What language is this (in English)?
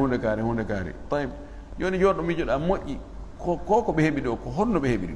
Fula